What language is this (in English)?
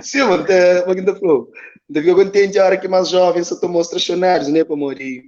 Kabuverdianu